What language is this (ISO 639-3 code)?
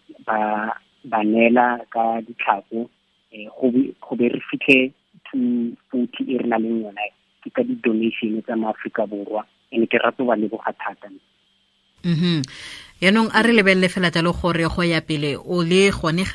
tsn